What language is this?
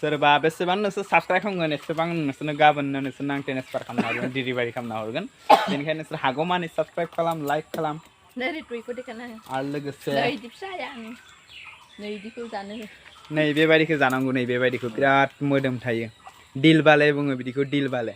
Bodo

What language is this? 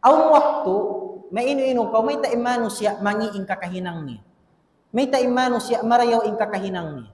Tausug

